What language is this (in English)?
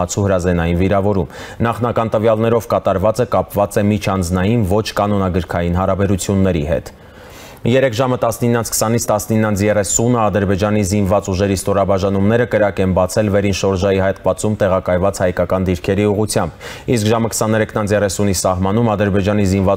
Armenian